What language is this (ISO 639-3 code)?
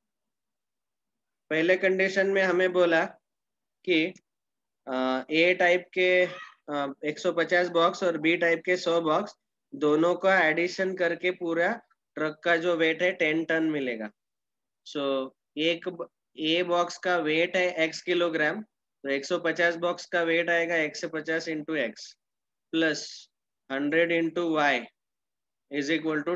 hin